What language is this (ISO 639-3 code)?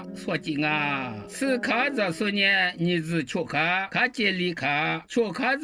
lis